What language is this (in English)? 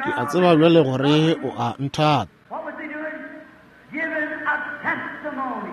Northern Sotho